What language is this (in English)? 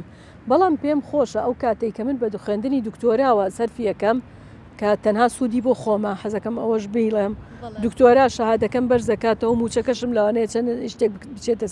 Central Kurdish